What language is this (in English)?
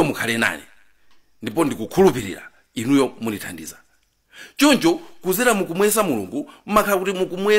Nyanja